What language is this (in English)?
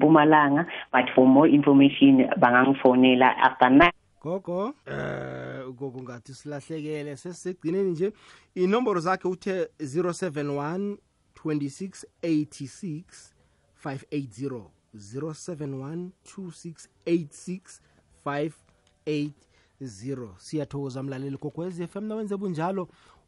South Ndebele